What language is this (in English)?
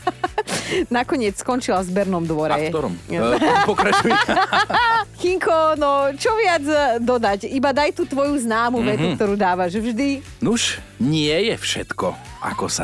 Slovak